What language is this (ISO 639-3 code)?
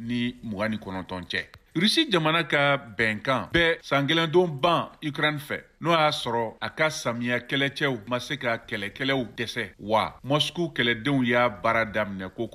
bam